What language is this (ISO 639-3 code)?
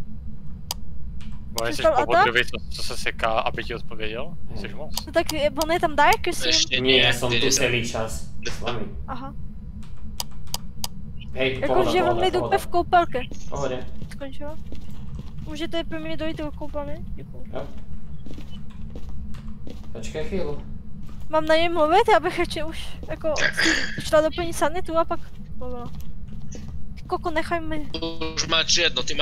ces